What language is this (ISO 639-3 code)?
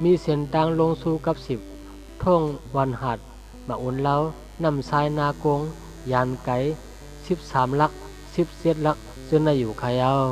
shn